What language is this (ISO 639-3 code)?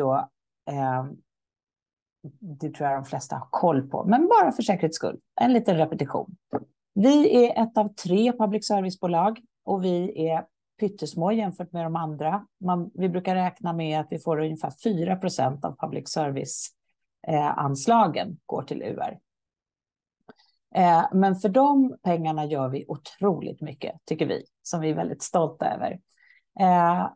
swe